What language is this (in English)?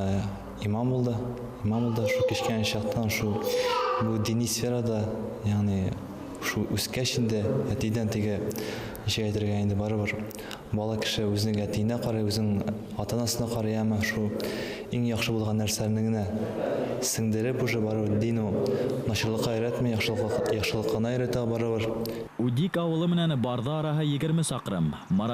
Bashkir